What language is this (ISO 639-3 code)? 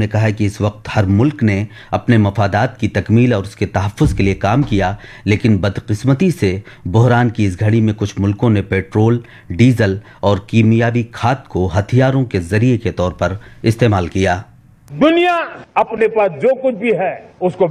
urd